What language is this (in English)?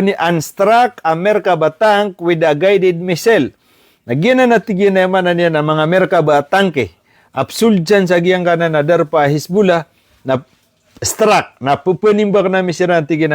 Maranao